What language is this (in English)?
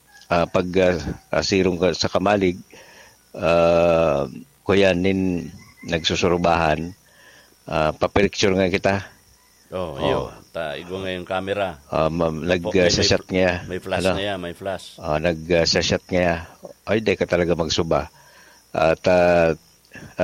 Bikol